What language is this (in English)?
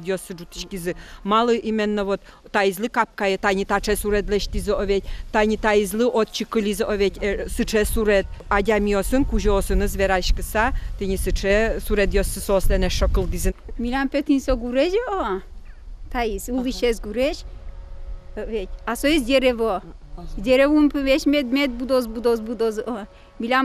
Udmurt